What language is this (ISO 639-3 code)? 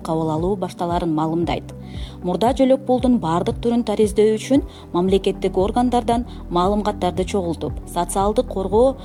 kir